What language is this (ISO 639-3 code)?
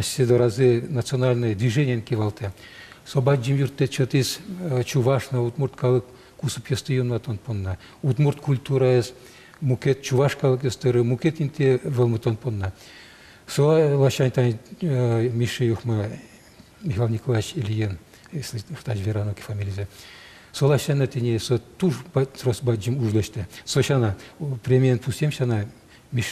udm